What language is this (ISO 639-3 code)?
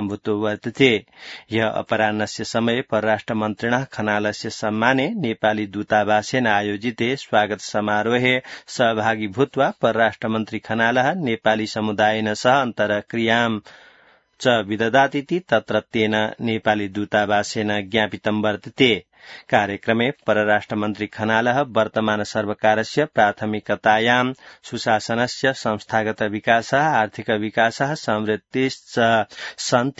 san